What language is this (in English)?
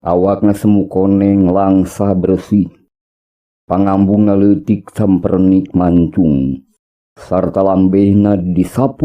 Sundanese